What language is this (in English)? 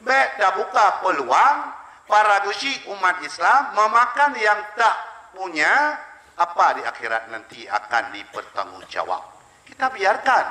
Achinese